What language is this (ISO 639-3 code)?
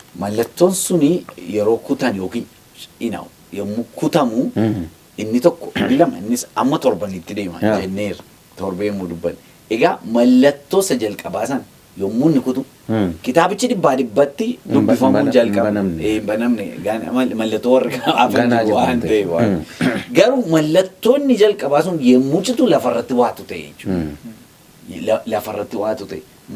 orm